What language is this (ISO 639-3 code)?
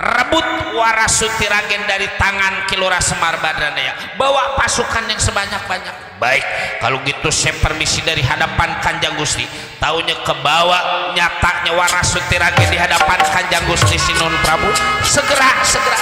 bew